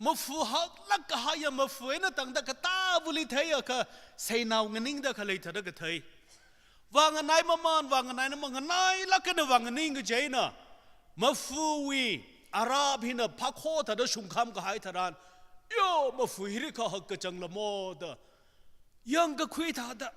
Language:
Tangkhul Naga (India)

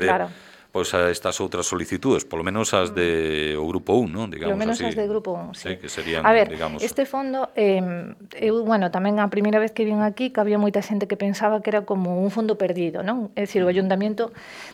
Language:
Galician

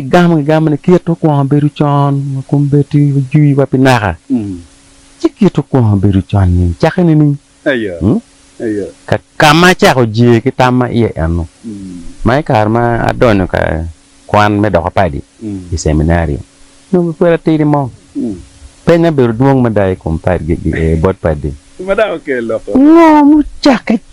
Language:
Acoli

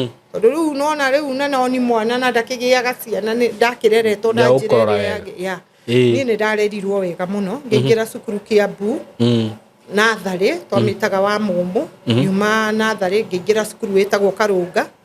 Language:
Kikuyu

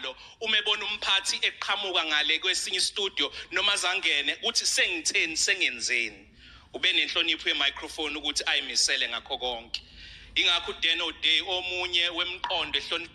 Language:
Zulu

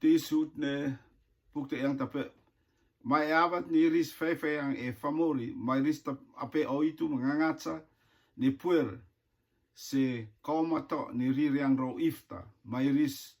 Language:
Rotuman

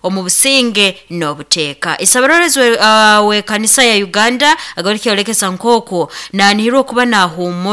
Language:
Nyoro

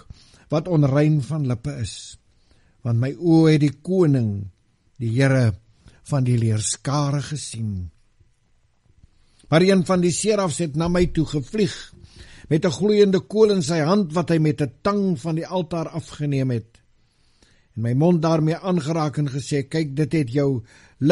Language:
Afrikaans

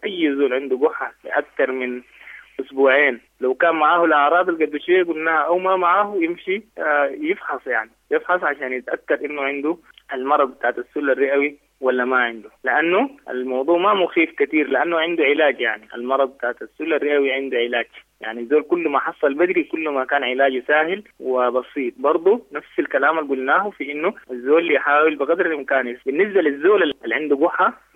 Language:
Sudanese Arabic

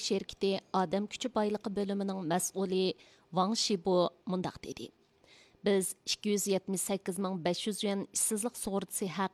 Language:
Uyghur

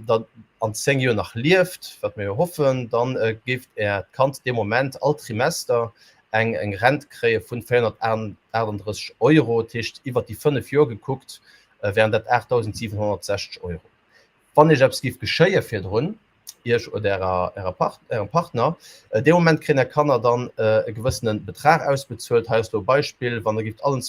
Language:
Luxembourgish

